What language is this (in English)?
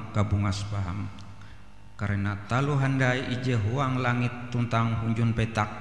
Ngaju